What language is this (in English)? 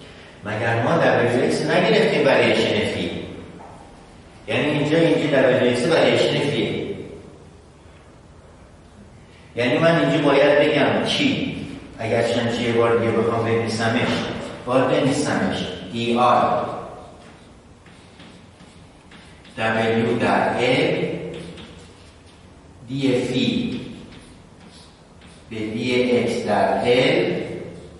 Persian